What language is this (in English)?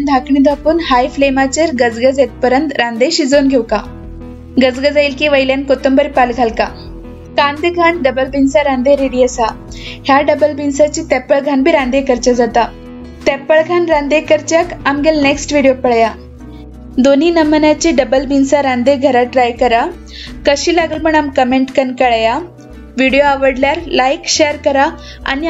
Konkani